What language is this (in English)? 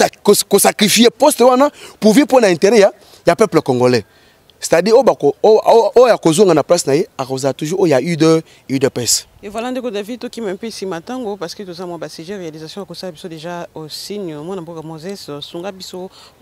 Lingala